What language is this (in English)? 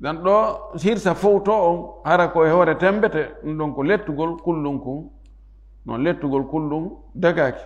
Fula